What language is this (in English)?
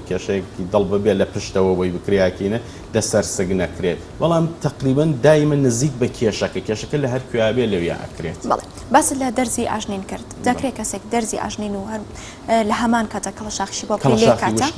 Central Kurdish